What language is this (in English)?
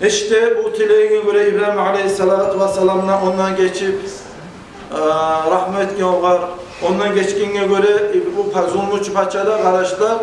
Kumyk